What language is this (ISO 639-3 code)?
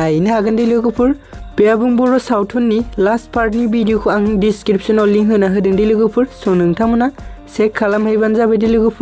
brx